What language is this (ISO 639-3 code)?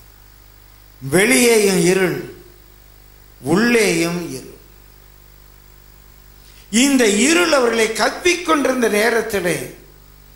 tam